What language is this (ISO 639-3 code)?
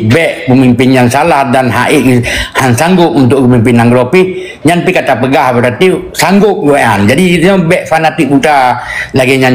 ace